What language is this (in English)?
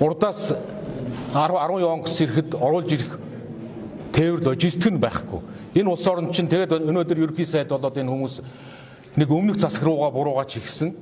Mongolian